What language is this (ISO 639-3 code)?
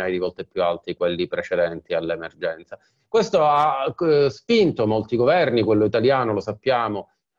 ita